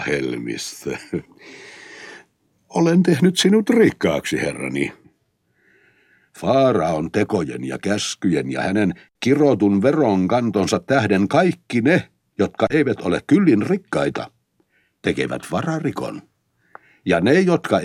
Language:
Finnish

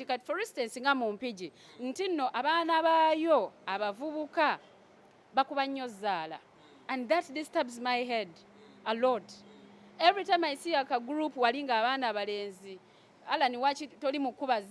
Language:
Ganda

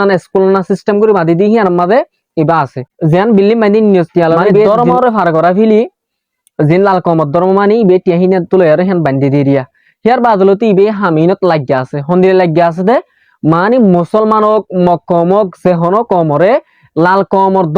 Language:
Rohingya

